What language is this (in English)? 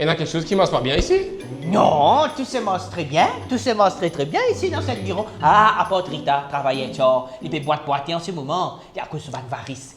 Morisyen